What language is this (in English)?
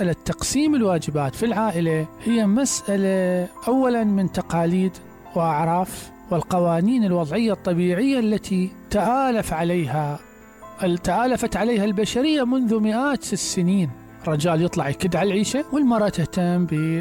Mesopotamian Arabic